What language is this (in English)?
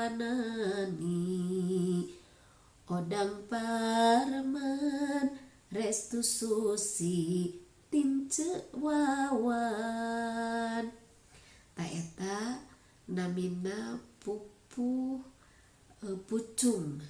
Sundanese